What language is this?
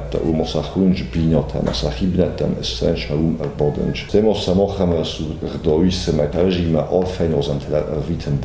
Ossetic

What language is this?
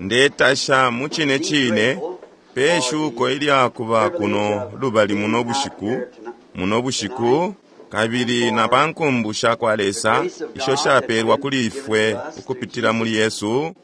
Bemba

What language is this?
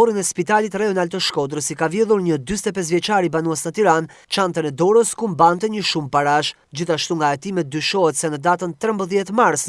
Albanian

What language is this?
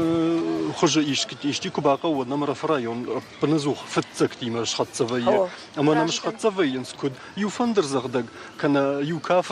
Ossetic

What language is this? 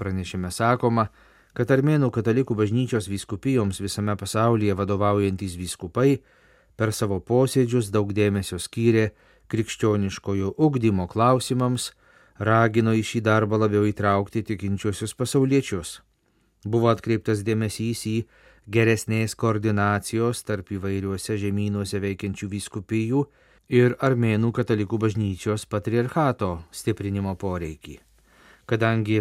Lithuanian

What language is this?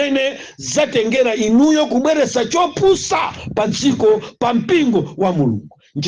Nyanja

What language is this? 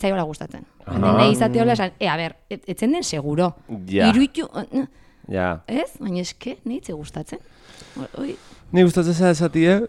Basque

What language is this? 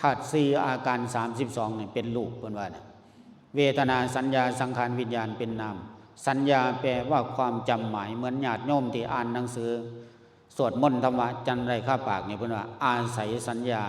Lao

